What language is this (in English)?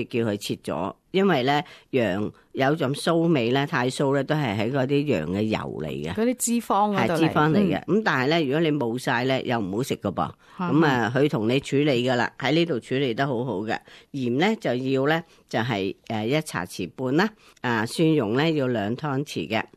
Cantonese